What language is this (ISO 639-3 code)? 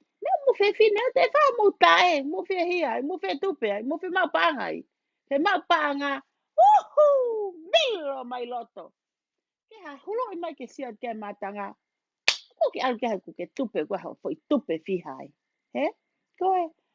ton